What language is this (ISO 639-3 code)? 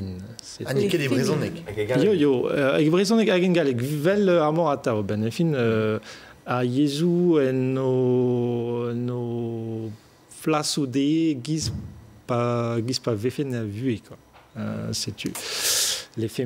bre